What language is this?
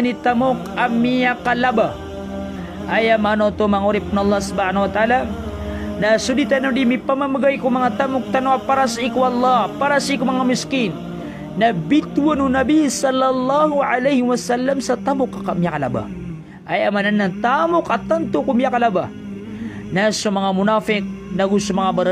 Maranao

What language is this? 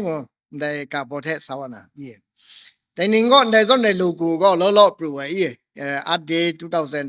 Kachin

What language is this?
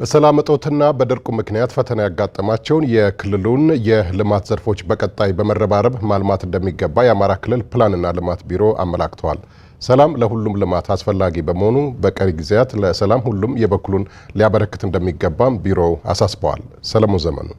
Amharic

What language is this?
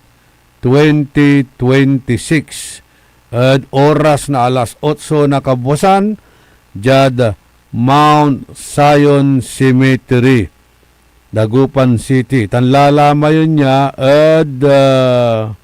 Pangasinan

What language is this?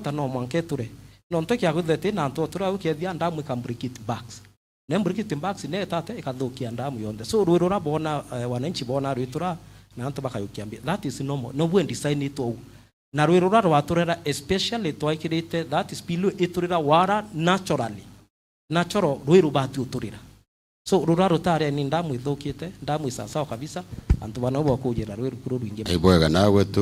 Meru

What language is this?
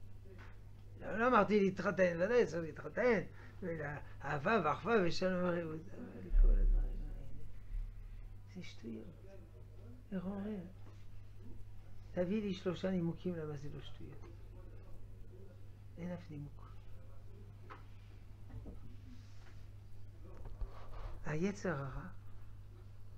Hebrew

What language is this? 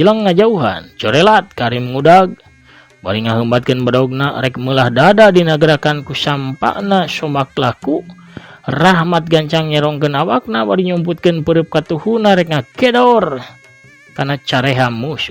Sundanese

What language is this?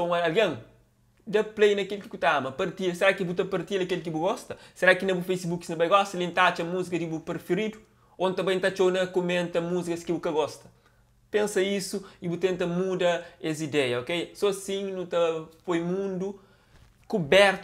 Kabuverdianu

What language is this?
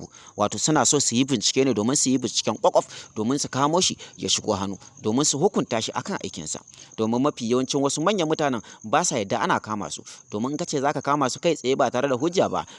Hausa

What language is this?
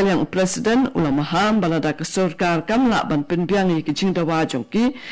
Khasi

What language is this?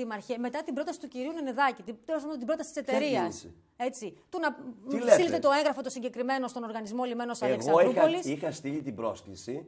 Greek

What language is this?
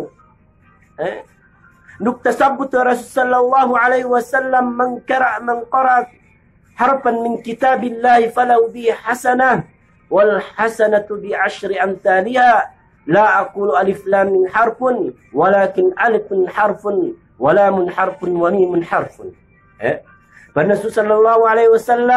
Yakan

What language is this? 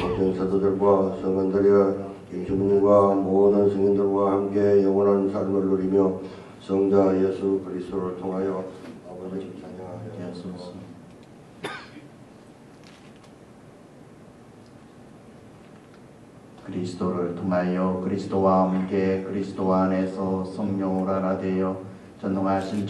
Korean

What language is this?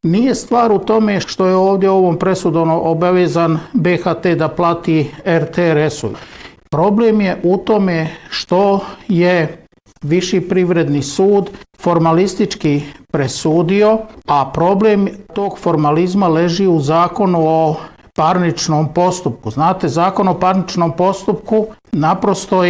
Bosnian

